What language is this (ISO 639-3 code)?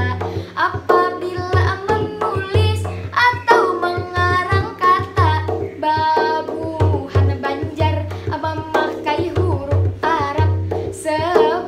bjn